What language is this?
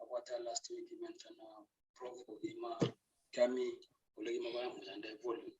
Kalenjin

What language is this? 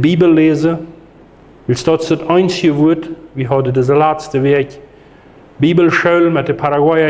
Plautdietsch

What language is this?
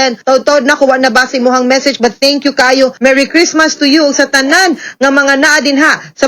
Cebuano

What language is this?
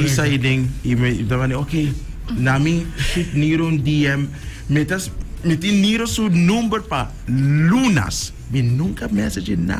Papiamento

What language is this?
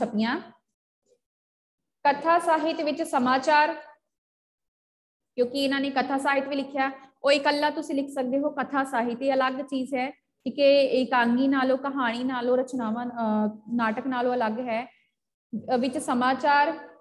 Punjabi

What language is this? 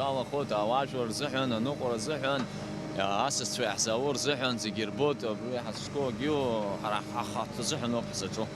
Abkhazian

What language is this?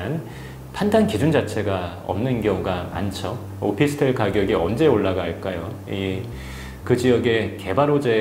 Korean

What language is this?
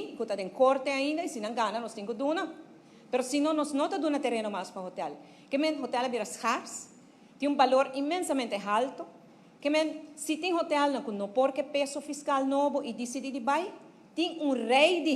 Papiamento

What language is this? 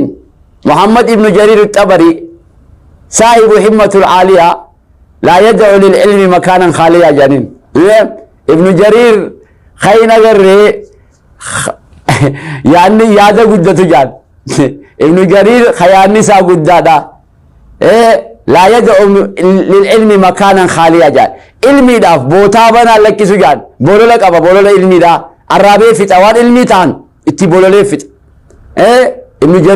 Oromo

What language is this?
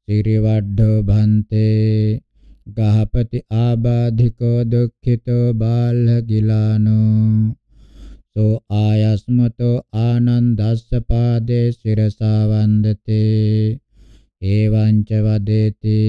Pali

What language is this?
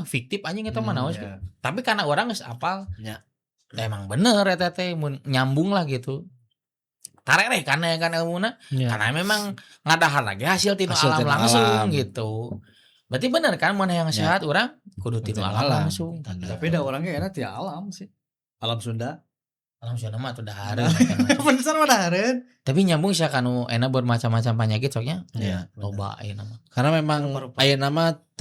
Sundanese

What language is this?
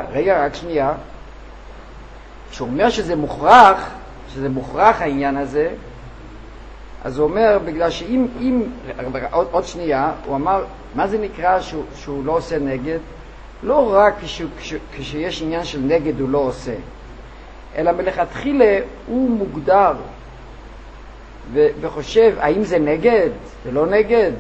Hebrew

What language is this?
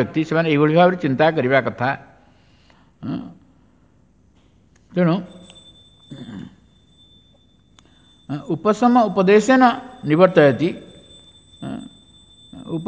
Odia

